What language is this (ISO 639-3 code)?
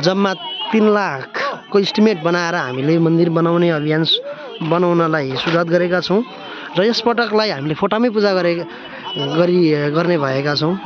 nep